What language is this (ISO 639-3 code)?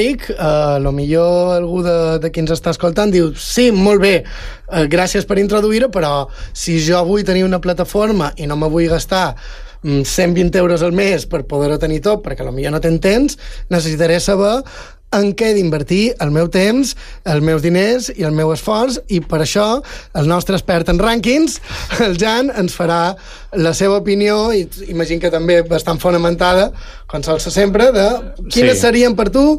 cat